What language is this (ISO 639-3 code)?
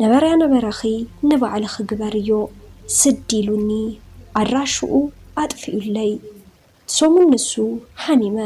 tir